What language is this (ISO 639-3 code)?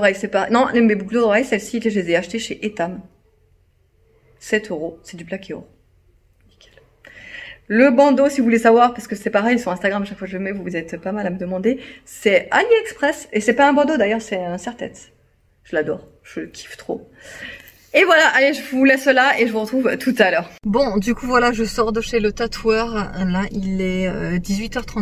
fra